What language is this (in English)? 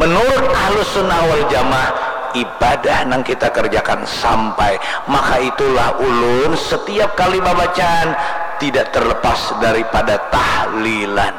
Banjar